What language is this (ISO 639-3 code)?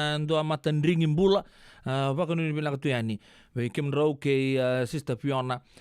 fij